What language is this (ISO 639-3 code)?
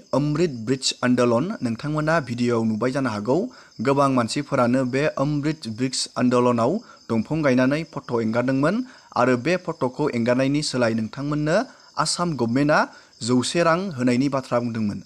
brx